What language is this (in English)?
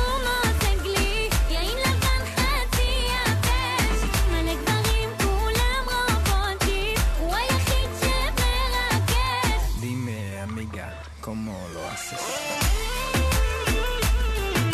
Hebrew